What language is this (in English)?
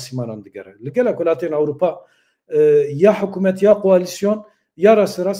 Kurdish